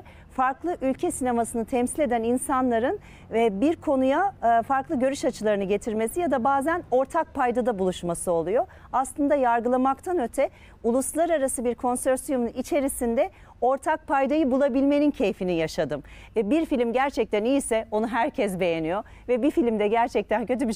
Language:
Turkish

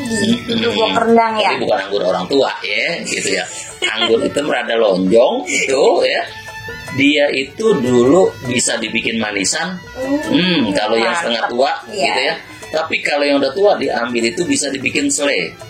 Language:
Betawi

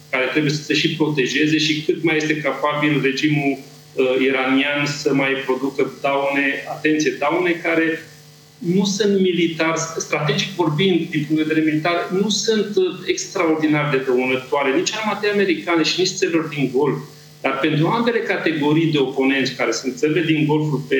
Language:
Romanian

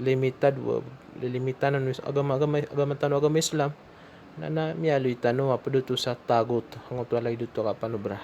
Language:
Maranao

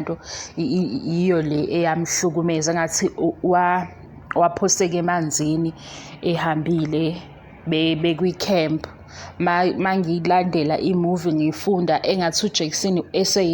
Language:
Zulu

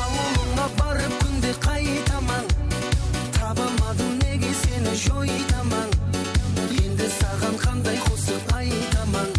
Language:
Kara-Kalpak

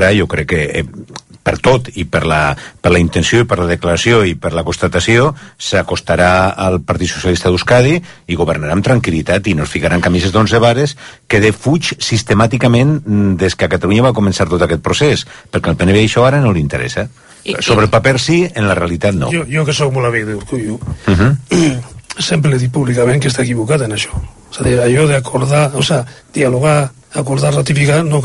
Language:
Catalan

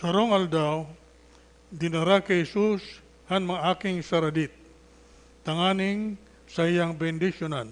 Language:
Bikol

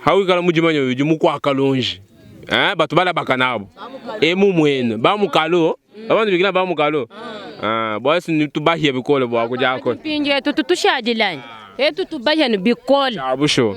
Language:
Luba-Lulua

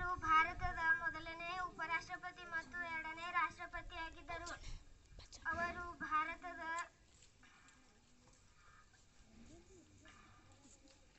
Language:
Kannada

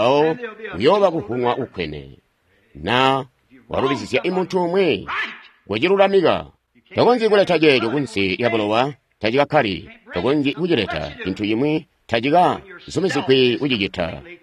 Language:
Tonga (Zambia)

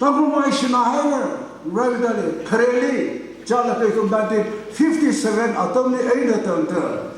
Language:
Tangkhul Naga (India)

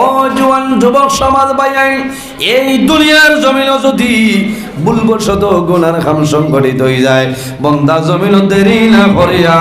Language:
Sylheti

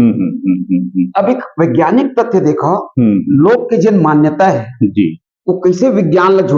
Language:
Chhattisgarhi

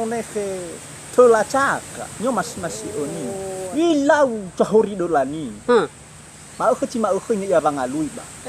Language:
Nias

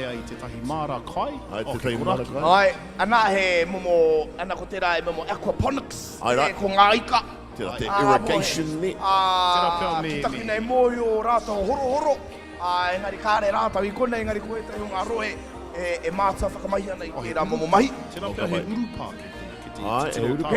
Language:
Māori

